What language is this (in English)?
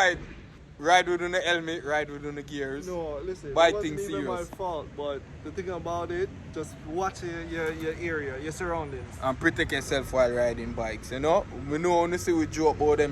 Jamaican Creole English